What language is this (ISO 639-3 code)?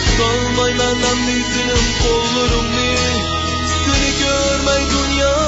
uig